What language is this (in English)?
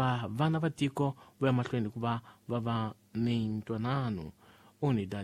Tsonga